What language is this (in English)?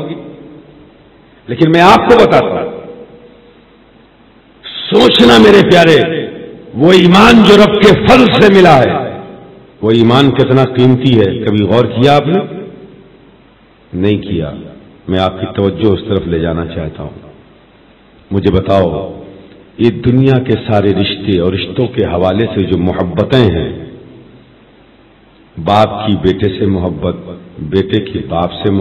Urdu